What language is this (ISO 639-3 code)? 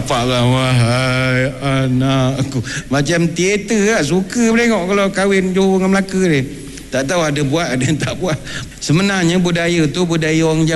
msa